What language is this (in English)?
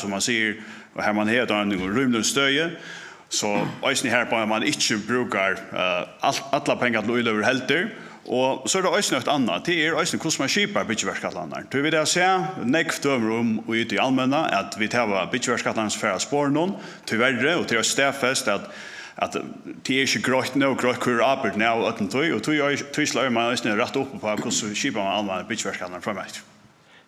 Faroese